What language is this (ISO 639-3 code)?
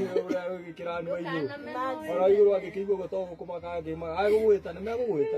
kik